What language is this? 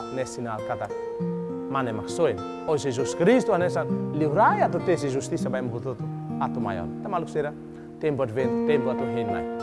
Tetum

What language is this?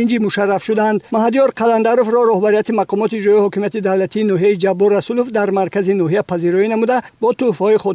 Tajik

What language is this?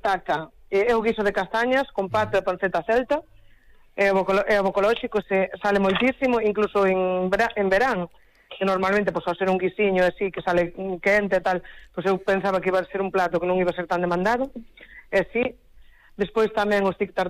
Galician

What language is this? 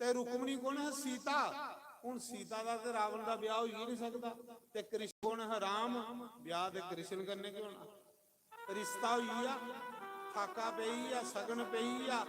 Dogri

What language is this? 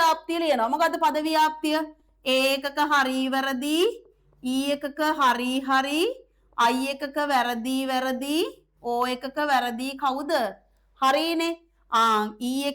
Sinhala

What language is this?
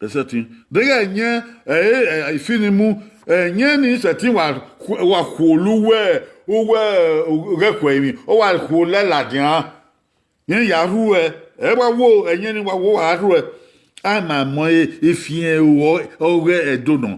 Bini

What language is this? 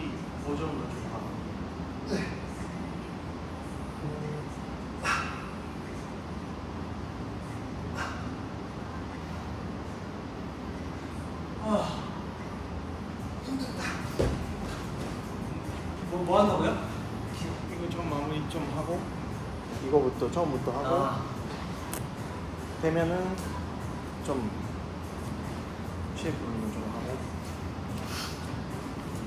Korean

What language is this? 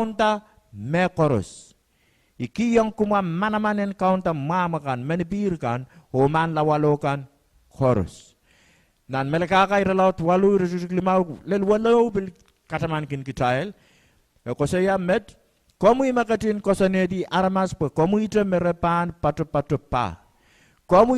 Pohnpeian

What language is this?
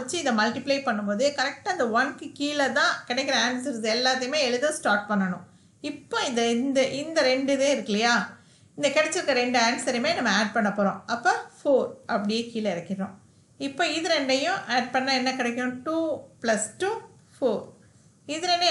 Tamil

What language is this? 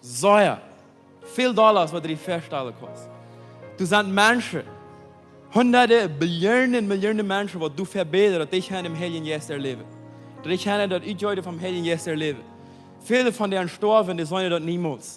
Plautdietsch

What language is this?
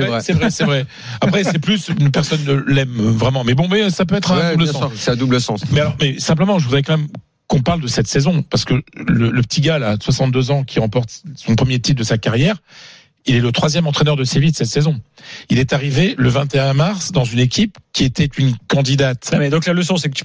French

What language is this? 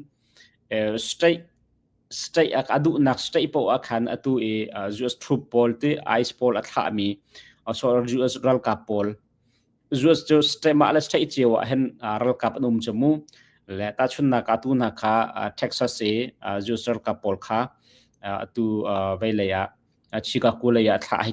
Hakha Chin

